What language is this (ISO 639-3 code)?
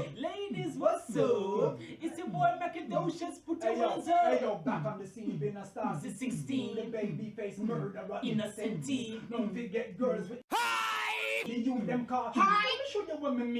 jam